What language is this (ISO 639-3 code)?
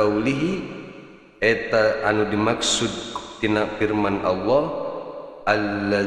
sun